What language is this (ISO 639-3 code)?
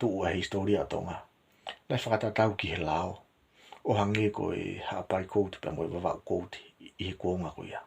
ton